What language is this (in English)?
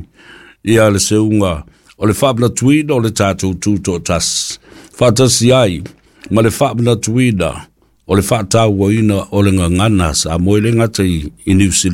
Samoan